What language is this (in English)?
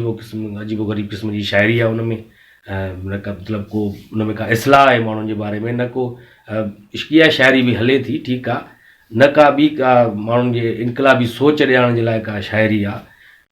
Sindhi